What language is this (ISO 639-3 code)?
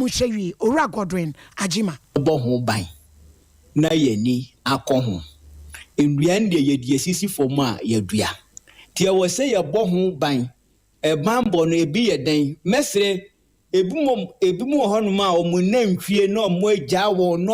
aka